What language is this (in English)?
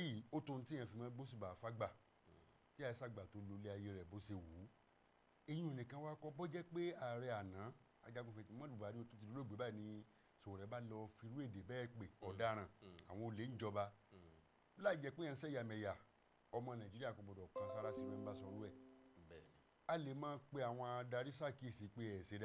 Yoruba